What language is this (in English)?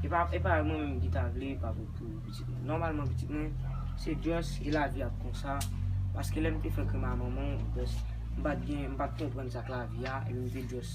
Haitian Creole